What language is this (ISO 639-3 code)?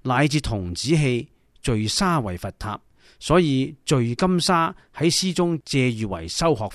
yue